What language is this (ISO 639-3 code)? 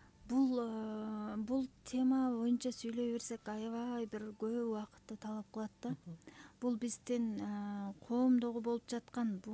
kir